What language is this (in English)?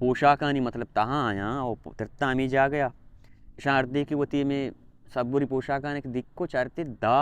Baluchi